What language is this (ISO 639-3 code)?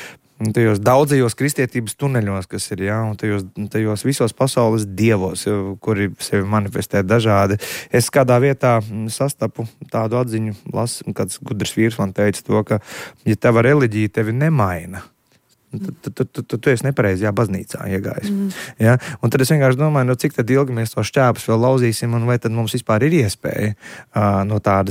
lav